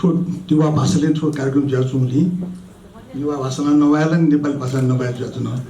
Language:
Newari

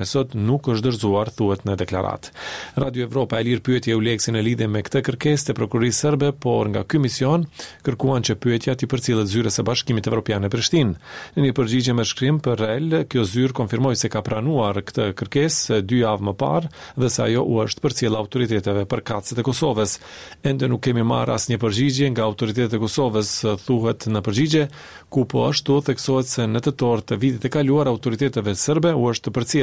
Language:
Albanian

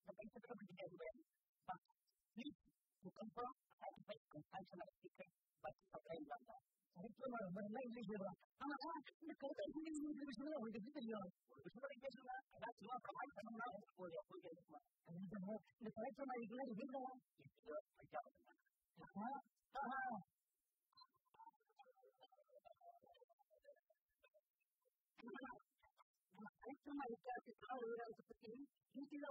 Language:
Tamil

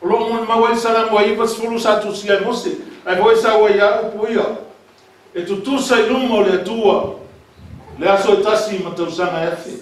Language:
Samoan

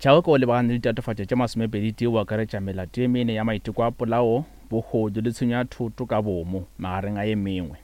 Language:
Northern Sotho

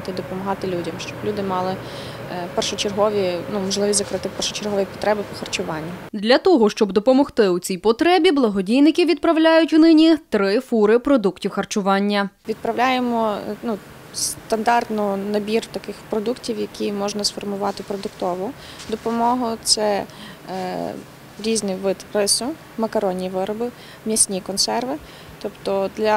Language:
Ukrainian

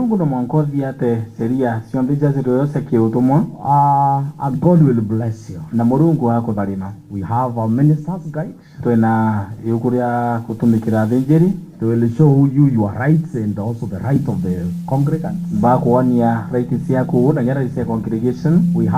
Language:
Meru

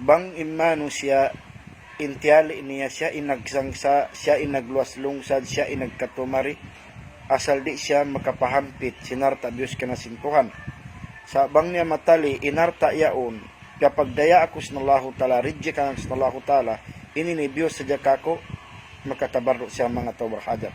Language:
Tausug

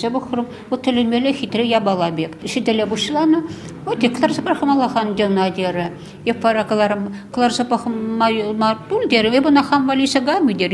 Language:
Chuvash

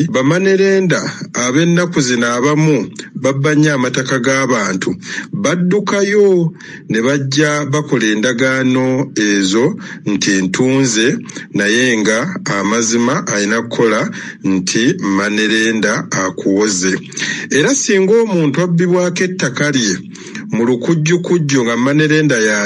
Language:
Ganda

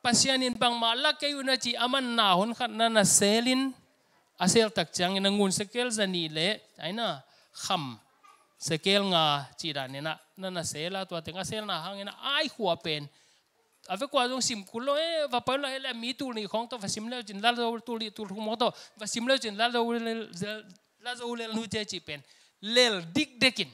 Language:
Tedim Chin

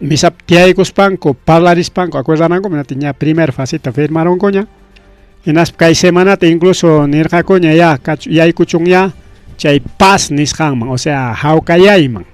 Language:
Ayacucho Quechua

